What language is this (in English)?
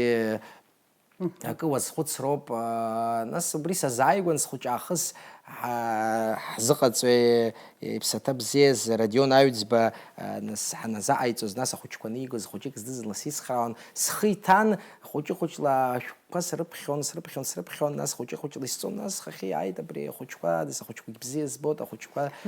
Abkhazian